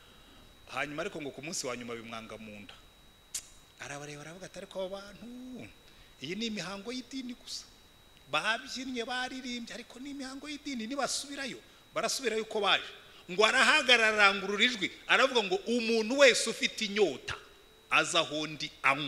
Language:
Kinyarwanda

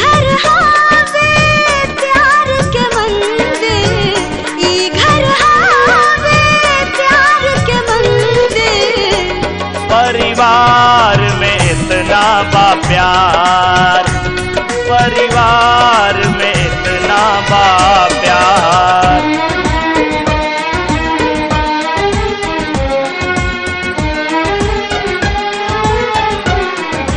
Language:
Bhojpuri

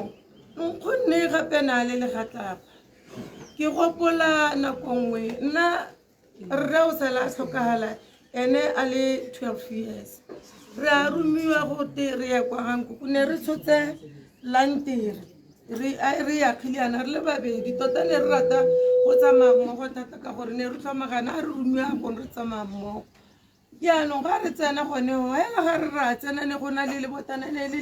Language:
Tswana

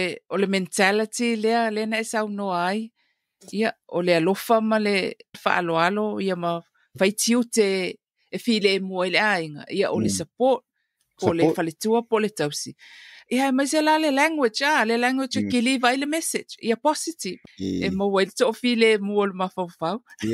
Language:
Samoan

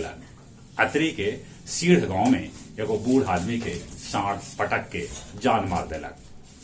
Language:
Magahi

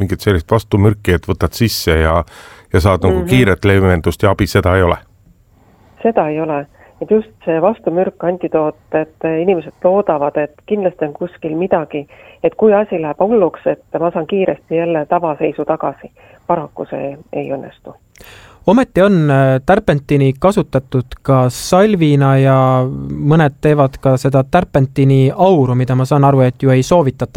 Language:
Estonian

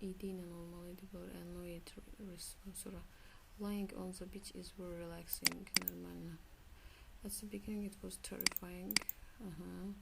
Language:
Azerbaijani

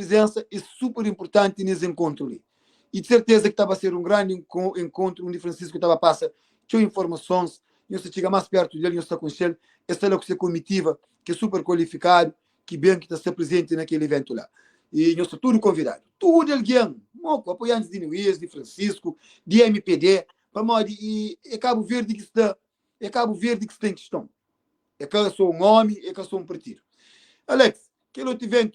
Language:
Kabuverdianu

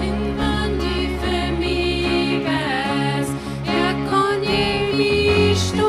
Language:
Plautdietsch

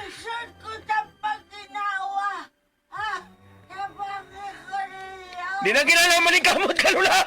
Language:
Cebuano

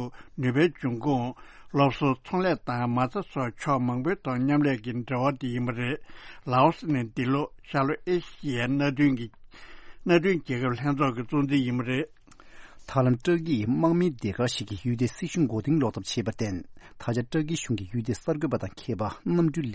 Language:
Tibetan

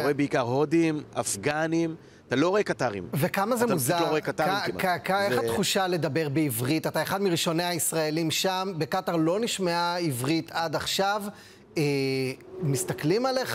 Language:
Hebrew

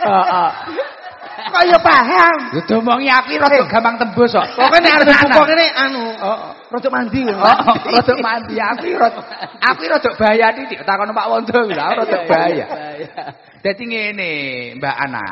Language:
Javanese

